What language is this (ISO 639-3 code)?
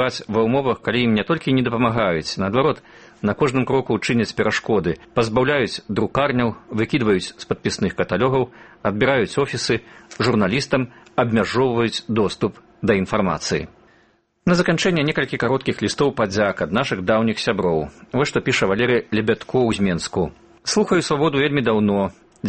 bel